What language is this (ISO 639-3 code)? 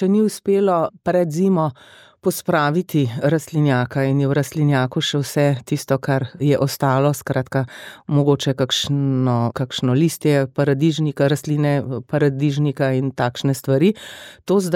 slv